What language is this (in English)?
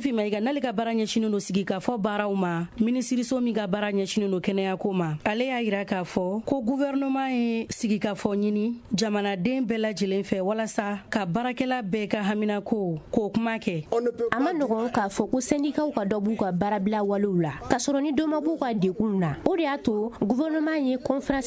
Bambara